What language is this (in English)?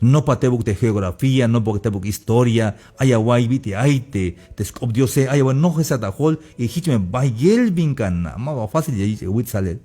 Tzeltal